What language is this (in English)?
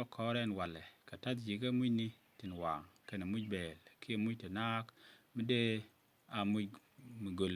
Nuer